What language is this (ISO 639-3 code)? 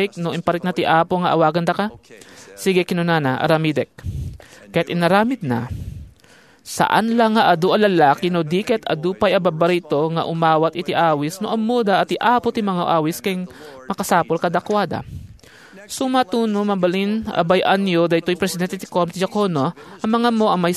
ilo